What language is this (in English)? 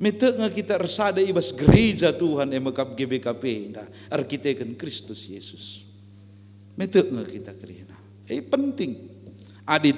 Batak Karo